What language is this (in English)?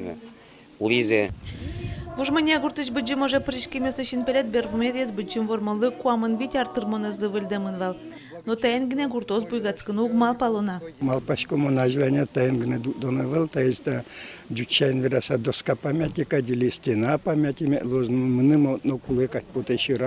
Udmurt